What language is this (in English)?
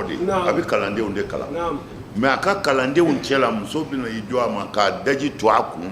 Bambara